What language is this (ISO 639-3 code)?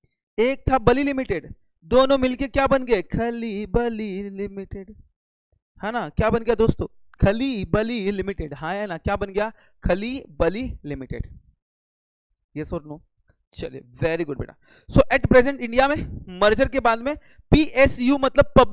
hin